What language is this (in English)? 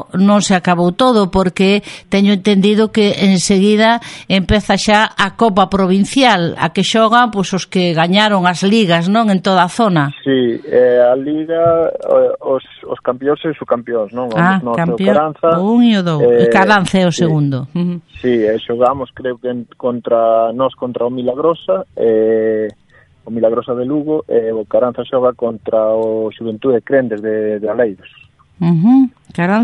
Galician